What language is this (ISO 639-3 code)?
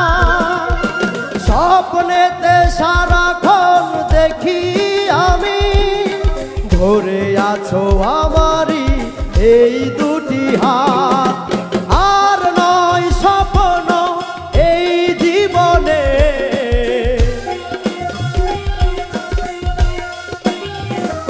ben